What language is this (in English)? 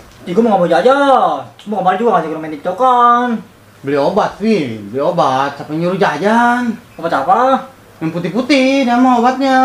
Betawi